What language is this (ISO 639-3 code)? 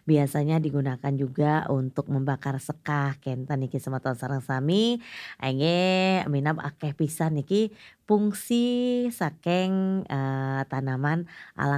ban